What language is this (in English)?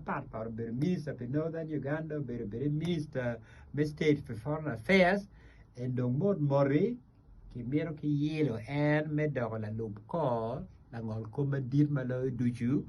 Acoli